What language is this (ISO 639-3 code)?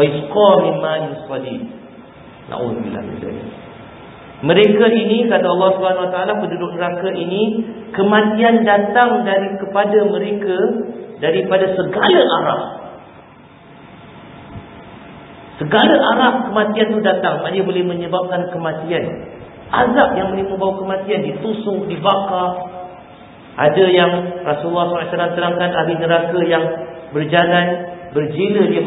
msa